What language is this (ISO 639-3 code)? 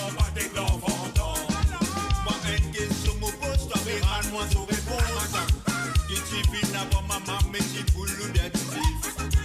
mfe